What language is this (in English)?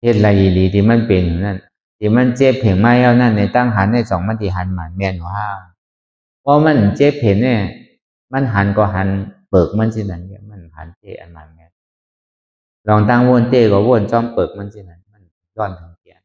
Shan